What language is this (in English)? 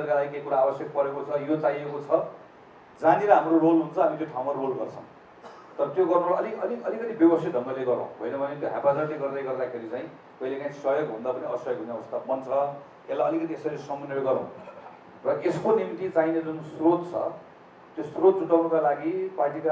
Nepali